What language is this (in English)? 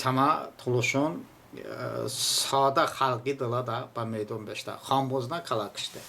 Talysh